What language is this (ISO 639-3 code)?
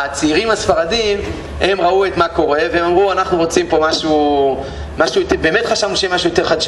heb